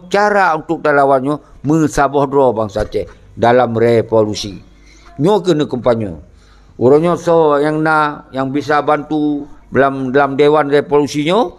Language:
Achinese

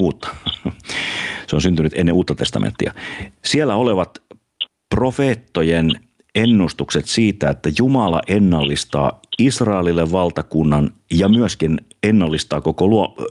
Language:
Finnish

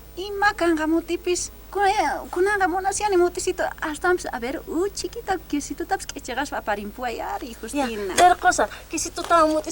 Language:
South Bolivian Quechua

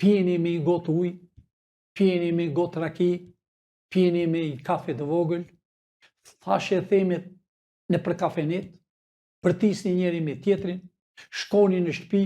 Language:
Albanian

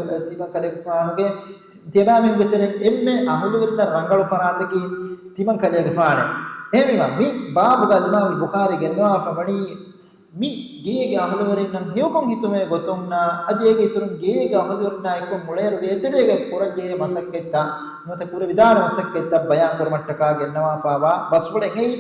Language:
Divehi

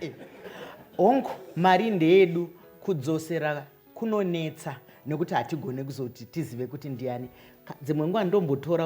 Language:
Shona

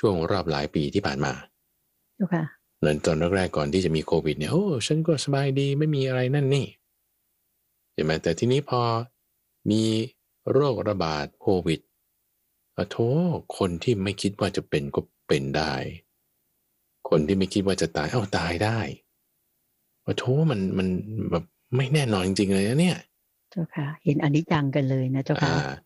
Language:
Thai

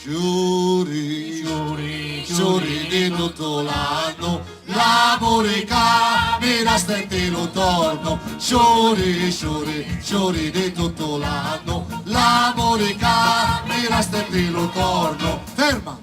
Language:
Sicilian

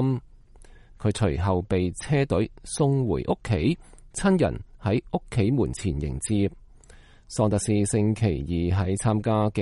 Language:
Cantonese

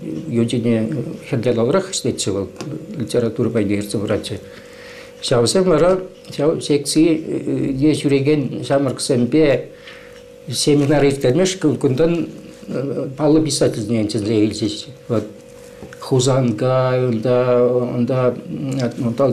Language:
Chuvash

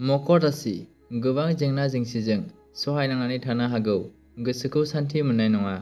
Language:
Bodo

